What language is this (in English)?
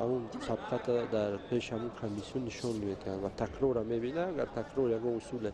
Tajik